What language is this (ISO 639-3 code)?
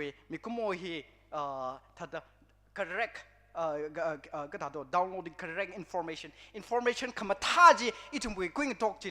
nmf